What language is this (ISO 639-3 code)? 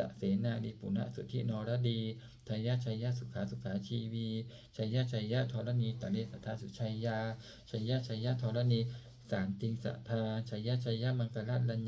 pli